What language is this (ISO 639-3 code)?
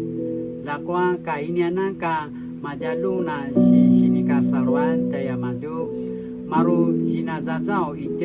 pwn